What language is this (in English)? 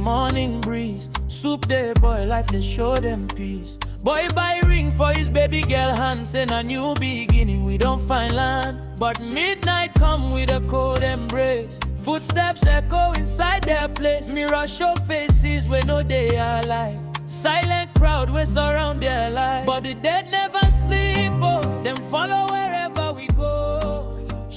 Nigerian Pidgin